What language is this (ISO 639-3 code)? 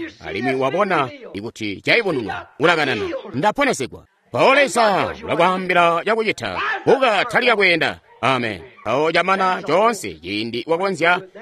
toi